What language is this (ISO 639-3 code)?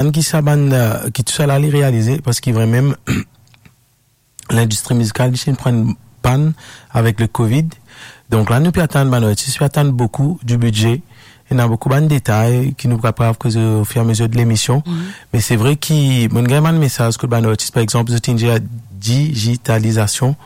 mfe